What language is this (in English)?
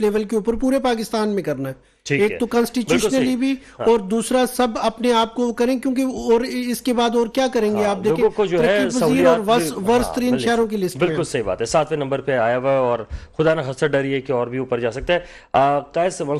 Urdu